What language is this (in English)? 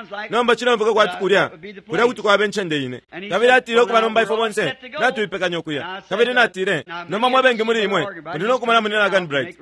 Bemba